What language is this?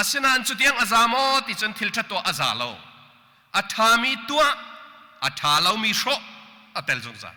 Hakha Chin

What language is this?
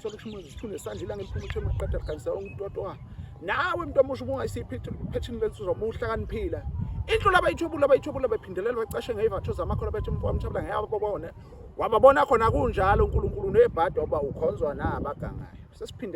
Zulu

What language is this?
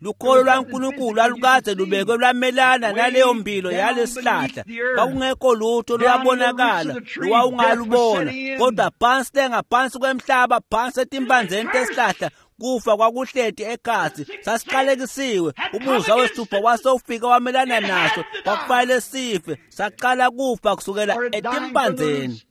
Swati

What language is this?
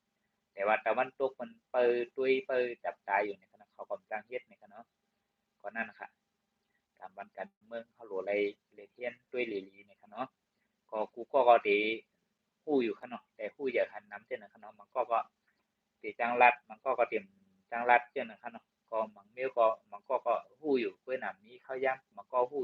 Shan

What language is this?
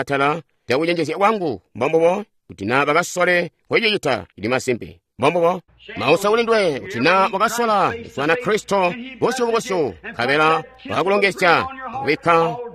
Tonga (Zambia)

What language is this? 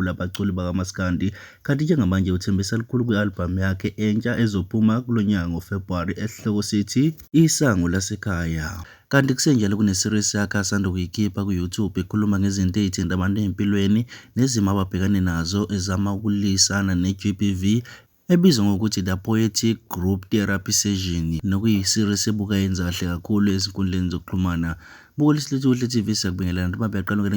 Zulu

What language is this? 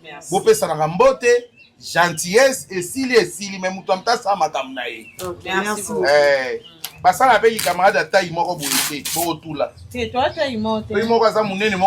Lingala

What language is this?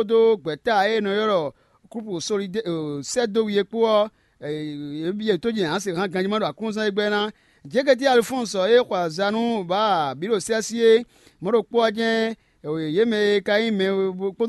Fon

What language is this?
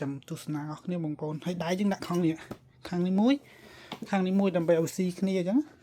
Khmer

